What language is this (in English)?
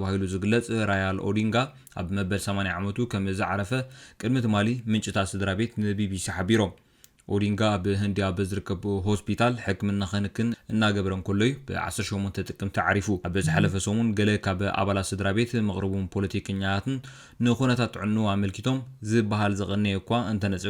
Tigrinya